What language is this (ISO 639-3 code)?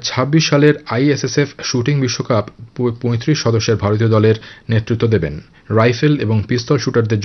ben